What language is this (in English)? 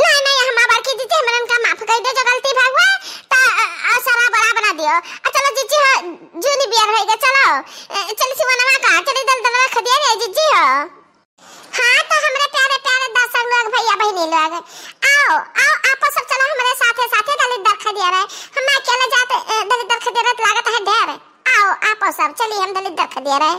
Awadhi